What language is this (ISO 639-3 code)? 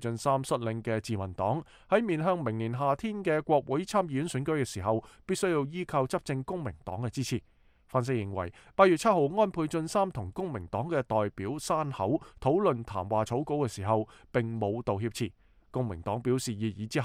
yue